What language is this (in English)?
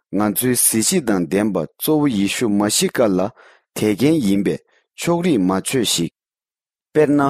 Tibetan